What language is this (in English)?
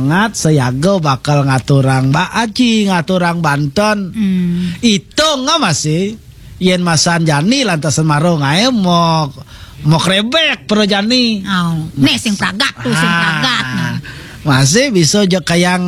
Balinese